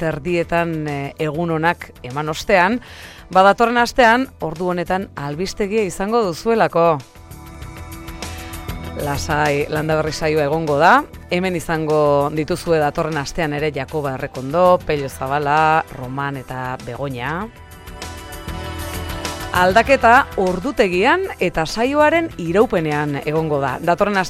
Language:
Basque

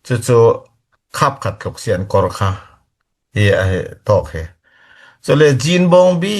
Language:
Falam Chin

